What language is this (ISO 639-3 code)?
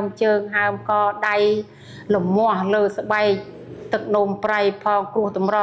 khm